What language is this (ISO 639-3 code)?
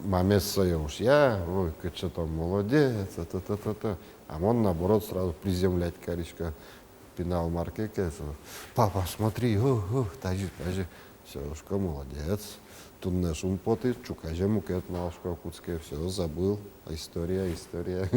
udm